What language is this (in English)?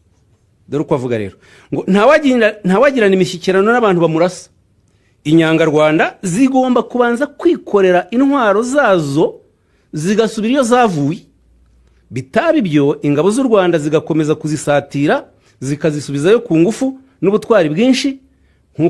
Kinyarwanda